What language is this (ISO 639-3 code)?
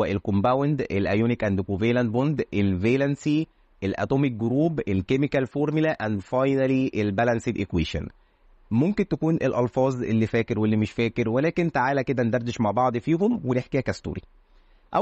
arz